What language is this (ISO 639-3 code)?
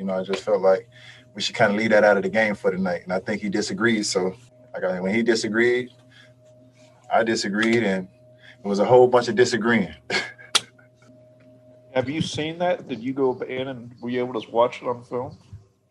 eng